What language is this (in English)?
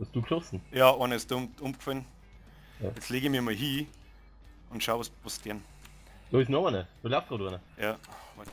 Bavarian